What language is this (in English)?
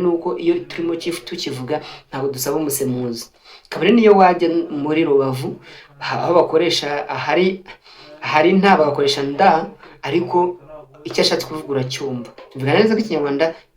Kinyarwanda